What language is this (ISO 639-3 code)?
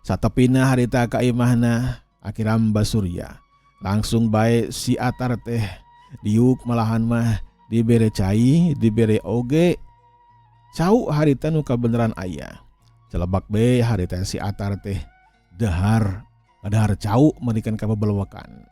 sun